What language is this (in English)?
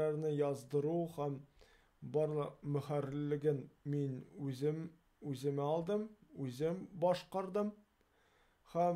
Tatar